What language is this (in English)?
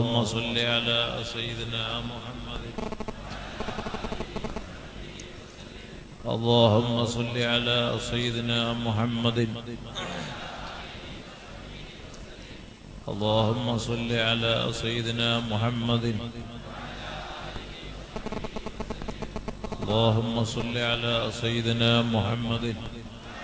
Malayalam